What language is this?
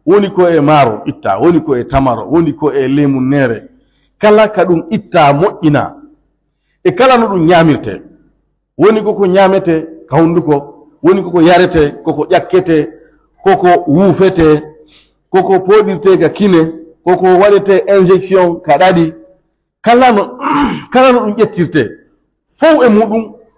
Pular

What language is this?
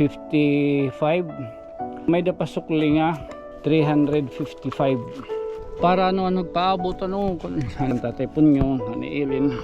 Waray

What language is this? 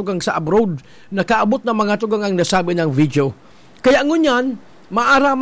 Bikol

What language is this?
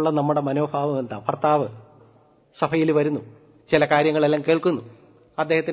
Malayalam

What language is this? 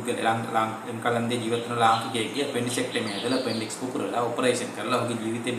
Sinhala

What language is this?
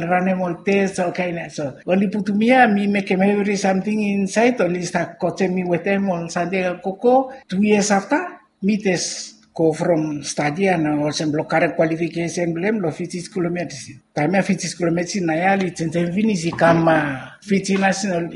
Bislama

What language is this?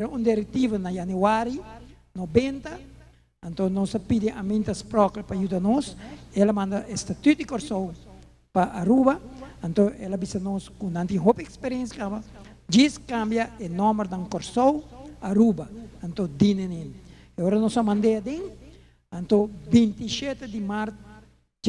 Papiamento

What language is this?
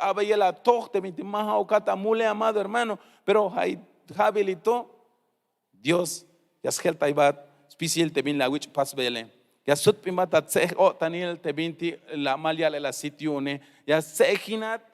Tzeltal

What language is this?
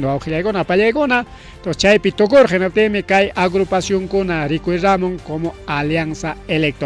Ayacucho Quechua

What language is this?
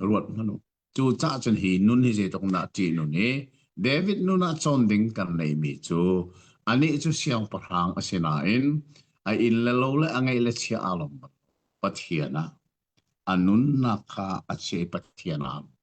Hakha Chin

